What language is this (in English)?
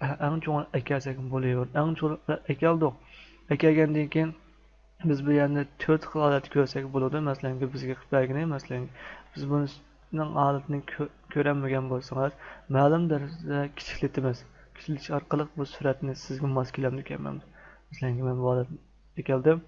Uyghur